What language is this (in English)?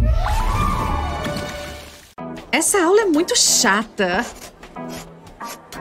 Portuguese